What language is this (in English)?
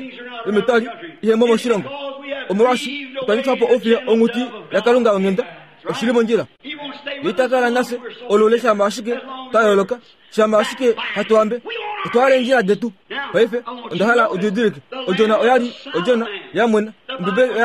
Kuanyama